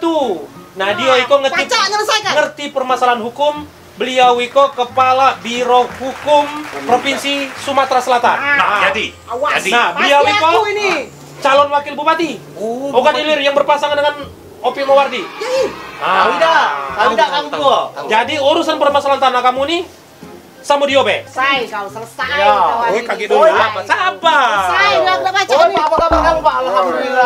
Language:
Musi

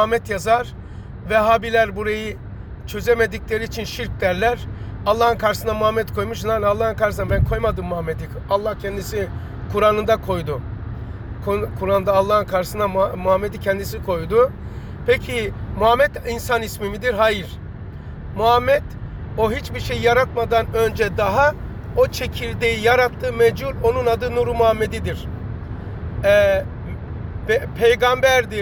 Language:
Turkish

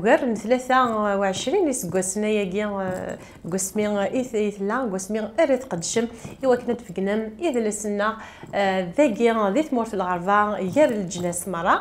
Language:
Kabyle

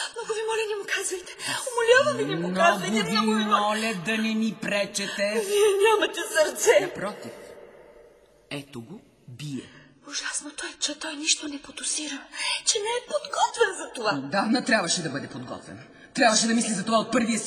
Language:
Bulgarian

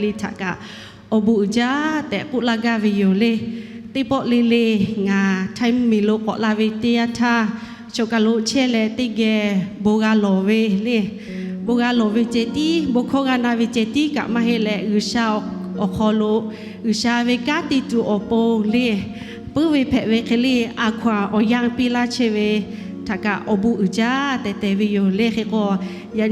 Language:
Lahu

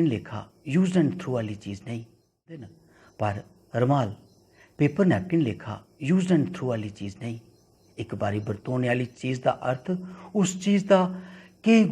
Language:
Dogri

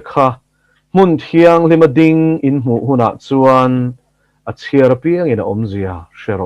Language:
Mizo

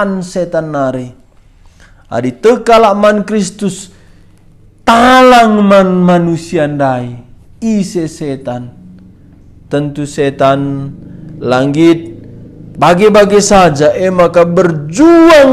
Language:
Batak Karo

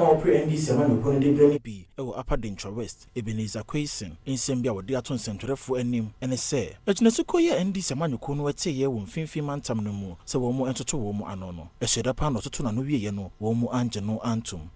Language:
Akan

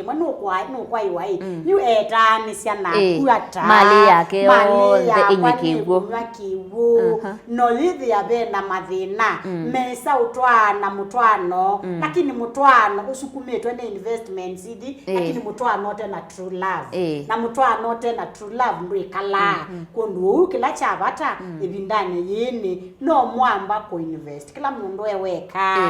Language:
Kamba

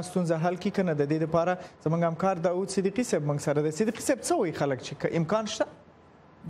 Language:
Pashto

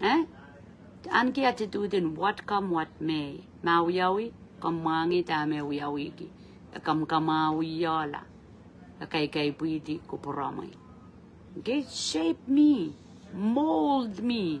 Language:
Pohnpeian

